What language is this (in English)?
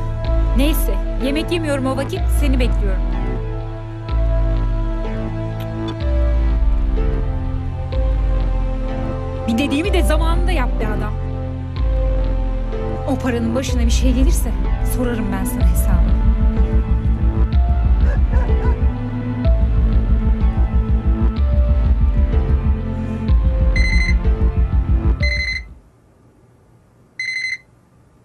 Turkish